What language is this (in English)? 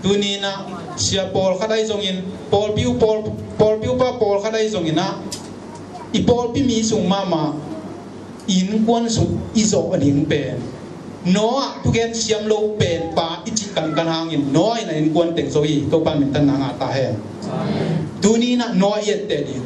Tedim Chin